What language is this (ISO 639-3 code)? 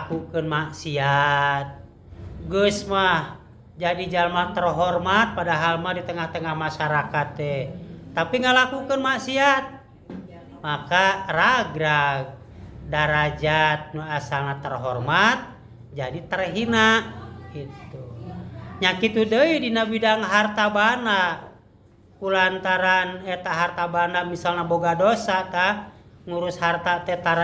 sun